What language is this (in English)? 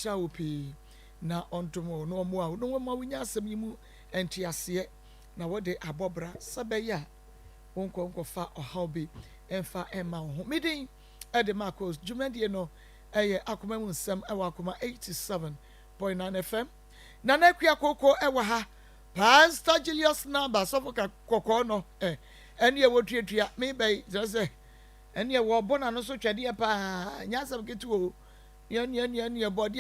Akan